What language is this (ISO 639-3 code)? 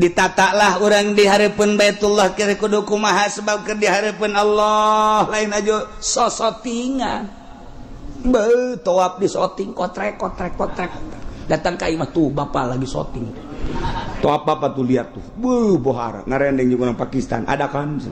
sun